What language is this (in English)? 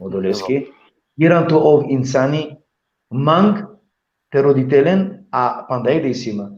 Balkan Romani